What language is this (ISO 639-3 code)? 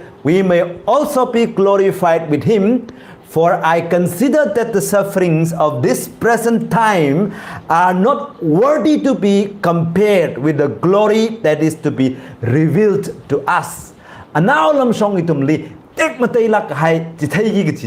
nmf